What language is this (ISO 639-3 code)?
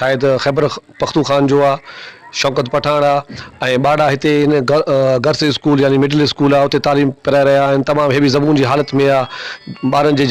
snd